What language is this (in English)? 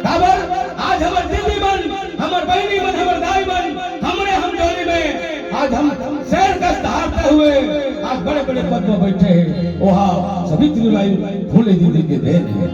Chhattisgarhi